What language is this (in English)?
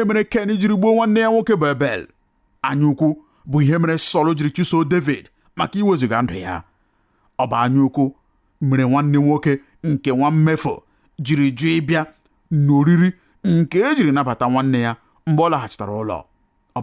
Igbo